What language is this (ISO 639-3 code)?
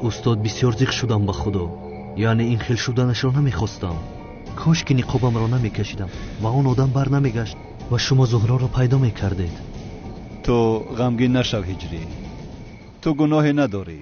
tgk